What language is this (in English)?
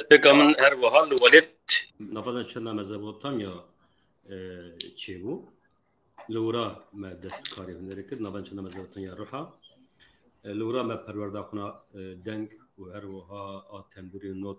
Kurdish